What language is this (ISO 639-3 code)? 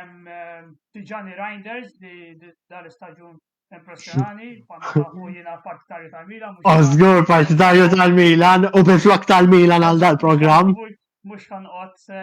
mlt